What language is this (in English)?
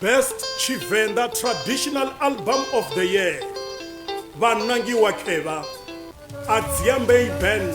Venda